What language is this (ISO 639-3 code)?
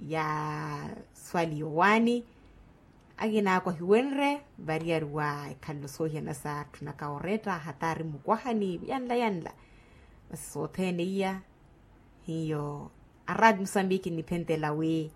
vmw